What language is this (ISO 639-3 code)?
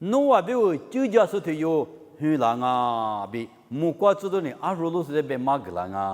lis